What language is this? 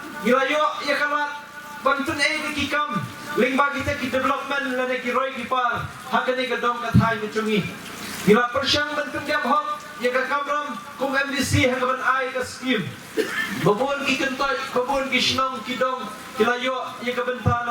Khasi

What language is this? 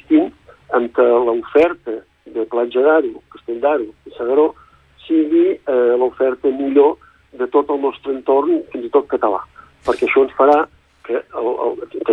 Catalan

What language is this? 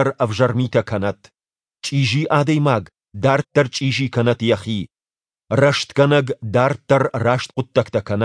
Ossetic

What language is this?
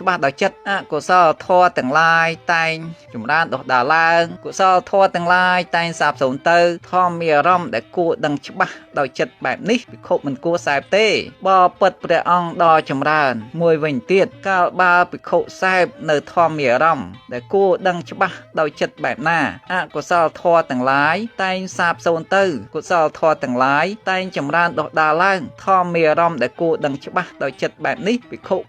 Khmer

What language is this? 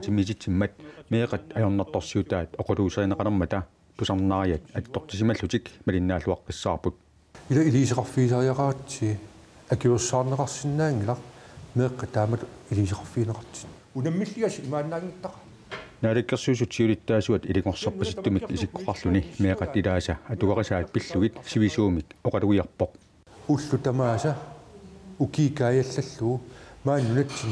Kalaallisut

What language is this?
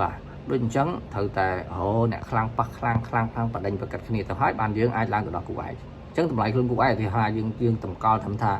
Khmer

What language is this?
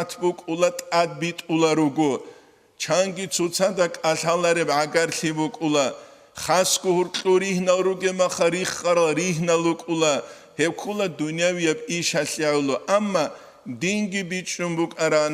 Avaric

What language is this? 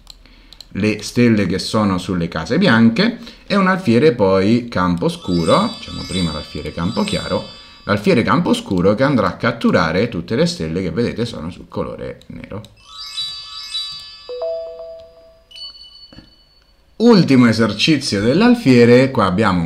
Italian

